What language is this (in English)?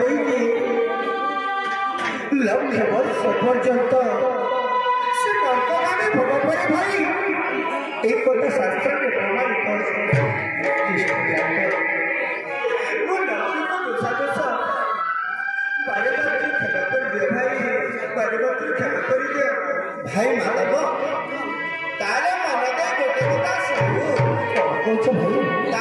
Bhojpuri